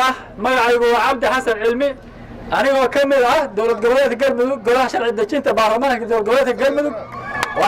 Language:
Somali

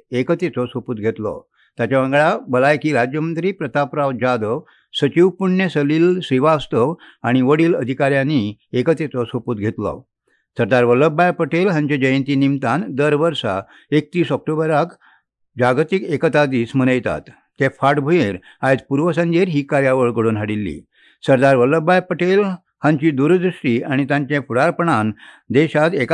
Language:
Konkani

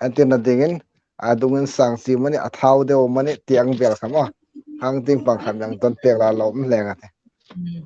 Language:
Hmar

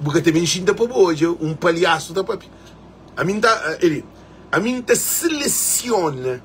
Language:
Kabuverdianu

